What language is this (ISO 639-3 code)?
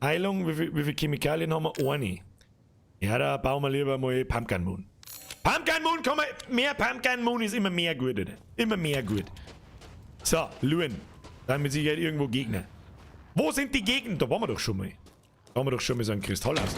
bar